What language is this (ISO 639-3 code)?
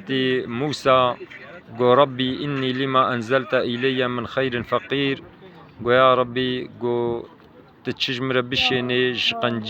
kur